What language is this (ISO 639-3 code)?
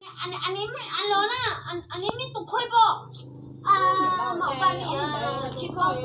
hmn